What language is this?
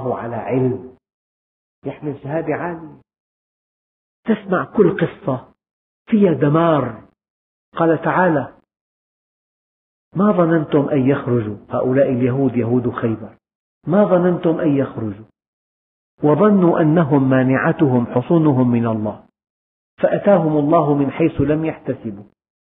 Arabic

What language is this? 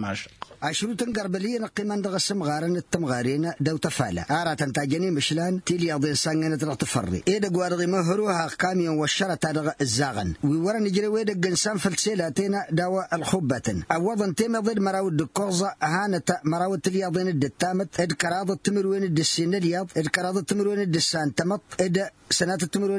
Tamasheq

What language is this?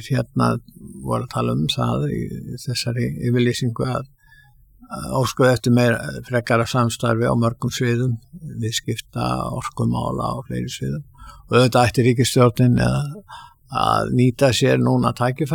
Icelandic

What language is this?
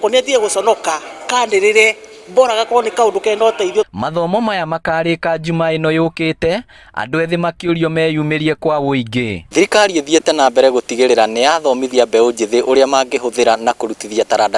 Kikuyu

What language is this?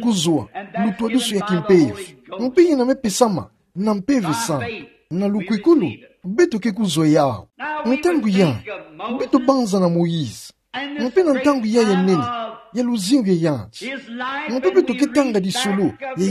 Kituba (Democratic Republic of Congo)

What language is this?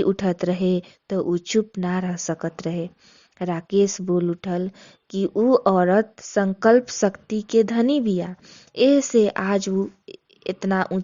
Bhojpuri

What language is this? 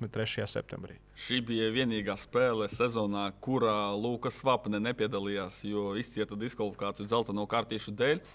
Latvian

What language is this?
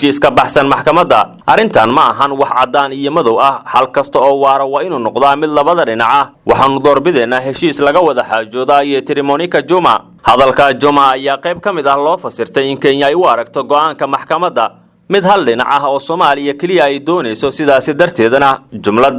Somali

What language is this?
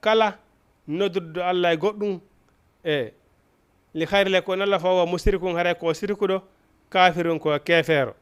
Fula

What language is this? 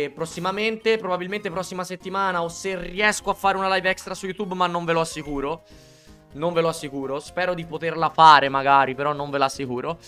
Italian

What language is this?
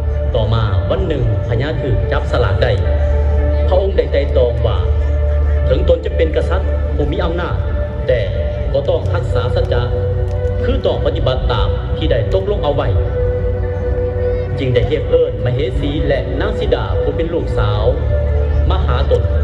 Lao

